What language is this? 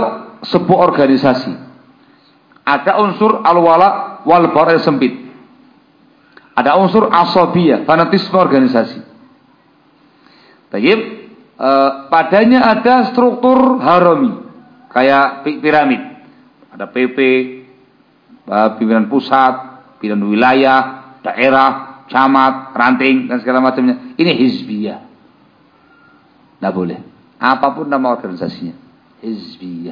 Indonesian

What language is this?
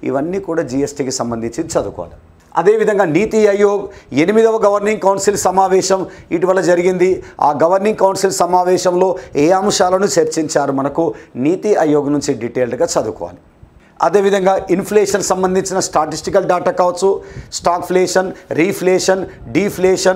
Telugu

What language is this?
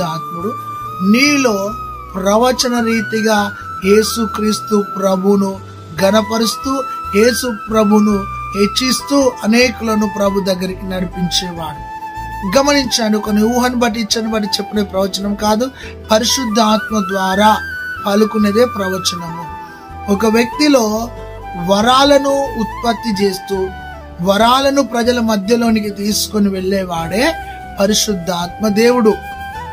Telugu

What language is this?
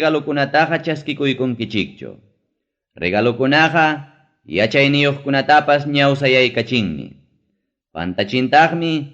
Ayacucho Quechua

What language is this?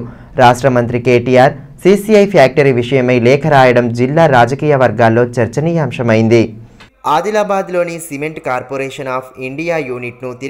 Telugu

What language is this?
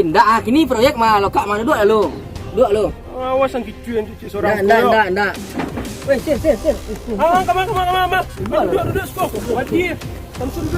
Minangkabau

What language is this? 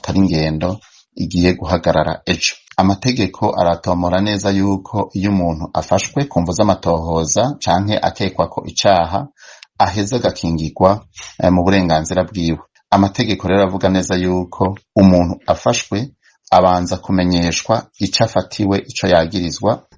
Rundi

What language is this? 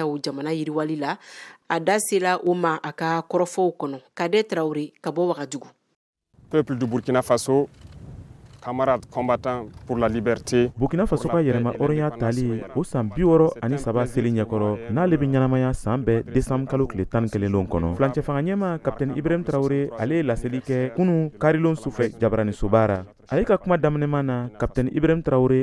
Bambara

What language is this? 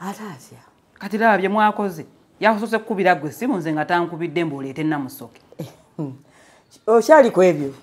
Ganda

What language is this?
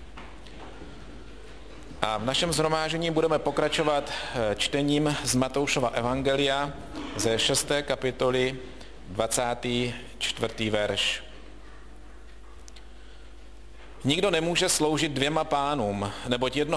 Czech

